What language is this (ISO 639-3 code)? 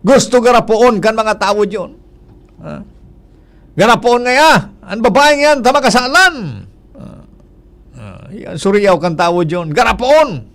bik